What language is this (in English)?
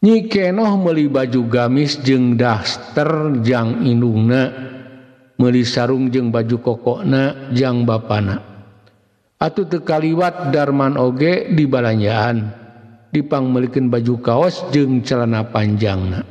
Sundanese